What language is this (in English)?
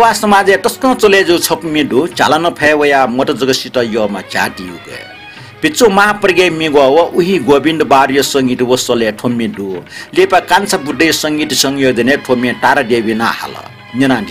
Newari